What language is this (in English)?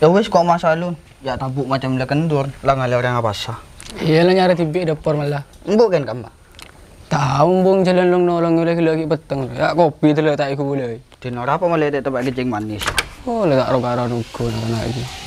Madurese